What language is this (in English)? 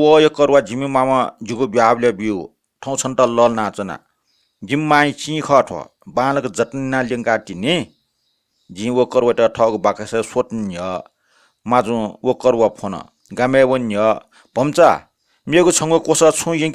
Newari